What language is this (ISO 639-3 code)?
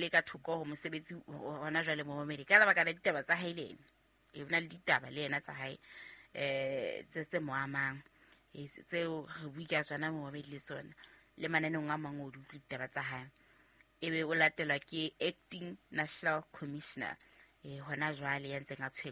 sot